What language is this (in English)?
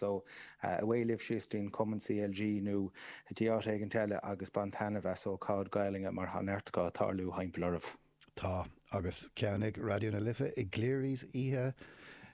Irish